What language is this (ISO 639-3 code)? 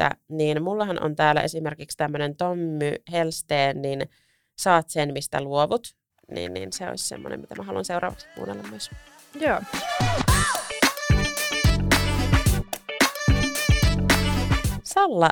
fin